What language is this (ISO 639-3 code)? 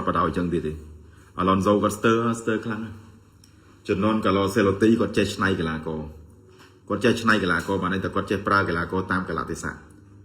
khm